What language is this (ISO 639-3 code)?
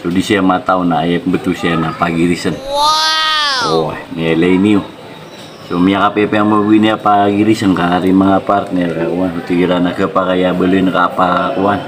mrw